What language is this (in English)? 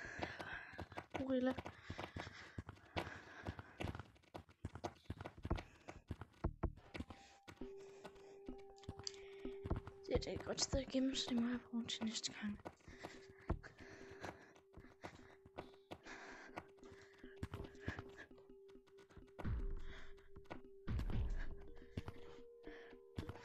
Danish